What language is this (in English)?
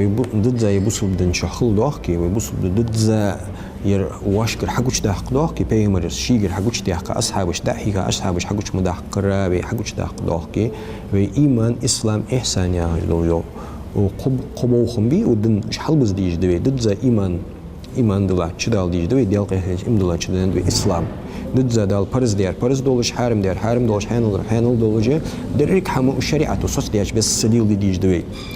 Ingush